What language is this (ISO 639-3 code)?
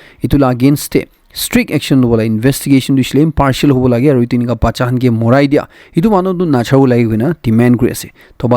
nag